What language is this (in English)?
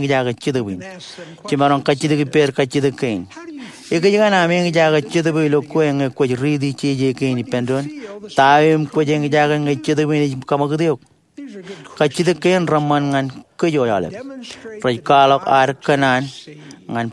Marshallese